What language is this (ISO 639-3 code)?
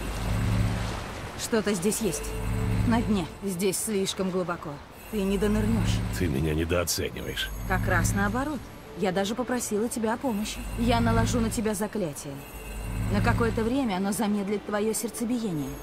rus